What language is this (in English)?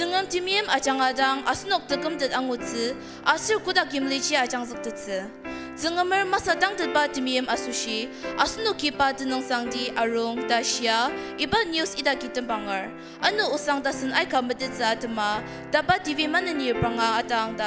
Ao Naga